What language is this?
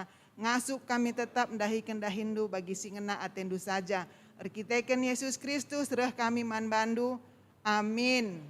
Batak Karo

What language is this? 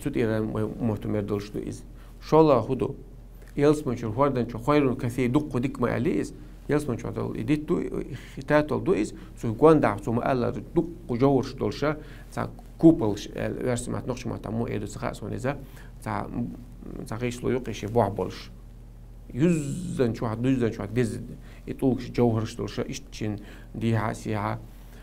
Chechen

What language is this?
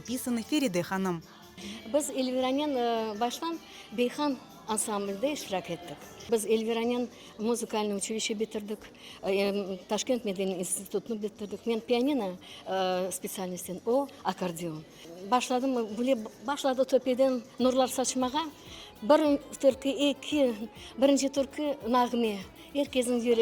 Crimean Tatar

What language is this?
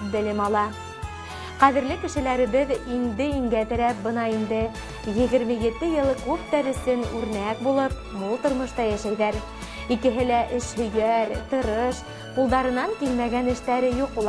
Bashkir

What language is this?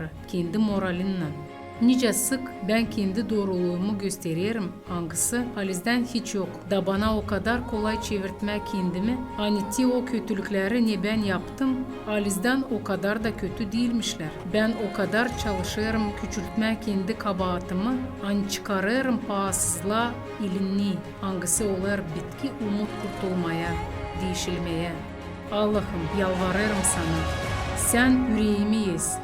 Gagauz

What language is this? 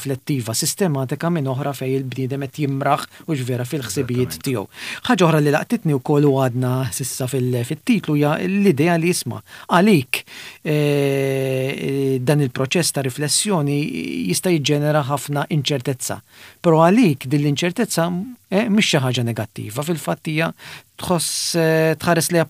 Maltese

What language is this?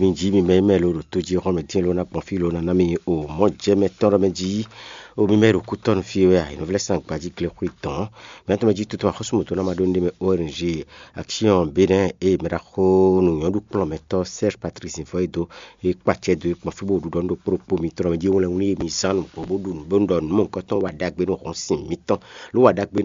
Fon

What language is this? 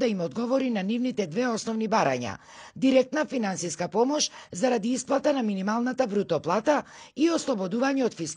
Macedonian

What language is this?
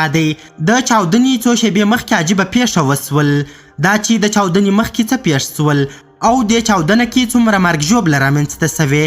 Pashto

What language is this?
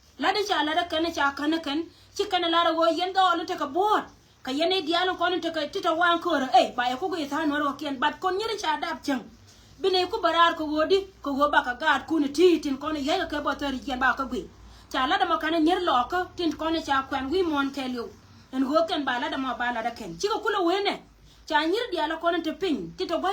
Nuer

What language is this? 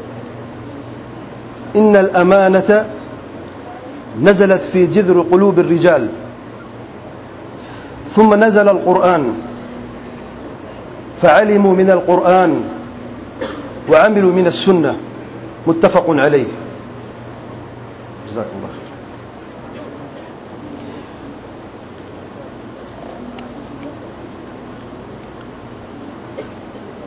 Urdu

